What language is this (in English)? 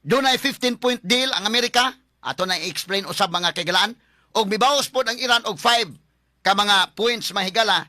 Cebuano